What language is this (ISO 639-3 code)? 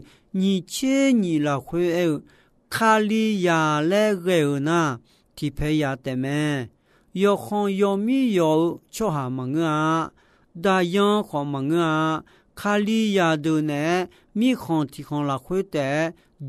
ahk